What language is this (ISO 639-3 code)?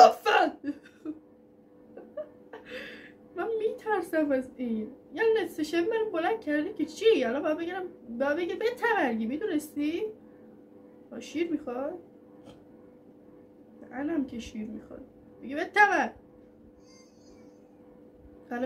fas